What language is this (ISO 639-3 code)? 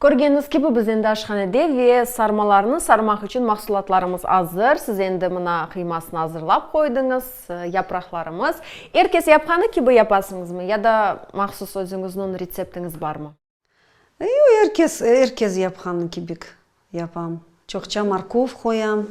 crh